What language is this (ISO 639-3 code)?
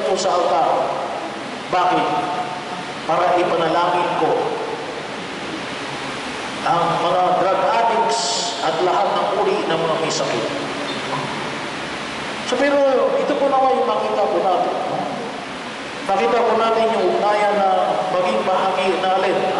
fil